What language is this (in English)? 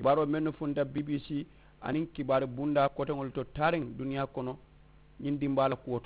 Mandingo